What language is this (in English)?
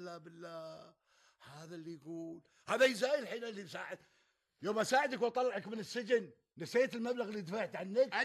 Gulf Arabic